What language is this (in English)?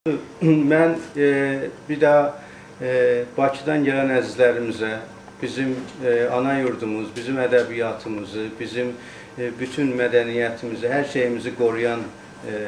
Azerbaijani